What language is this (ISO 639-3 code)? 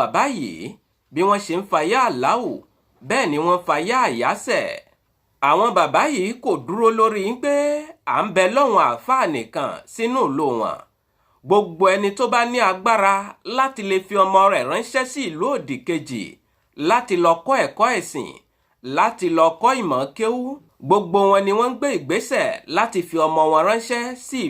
yor